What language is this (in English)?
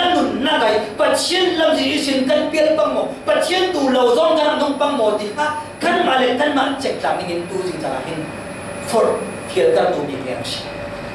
Falam Chin